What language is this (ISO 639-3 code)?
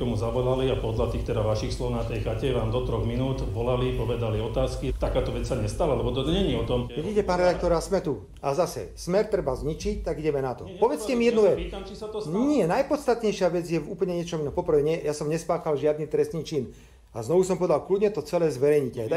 slk